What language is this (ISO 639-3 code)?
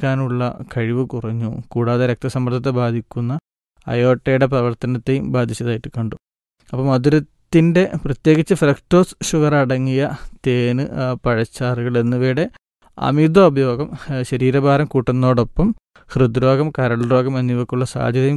mal